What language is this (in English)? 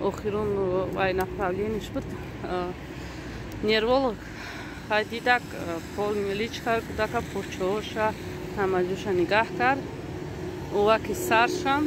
Tajik